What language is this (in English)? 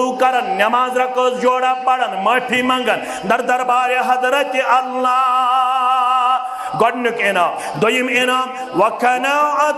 Kashmiri